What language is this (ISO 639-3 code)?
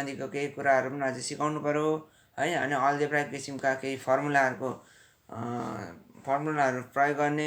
nep